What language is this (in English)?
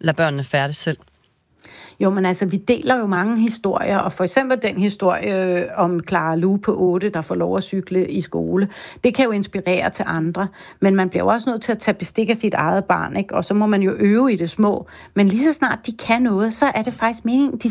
Danish